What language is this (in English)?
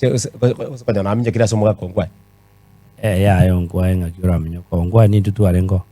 Gusii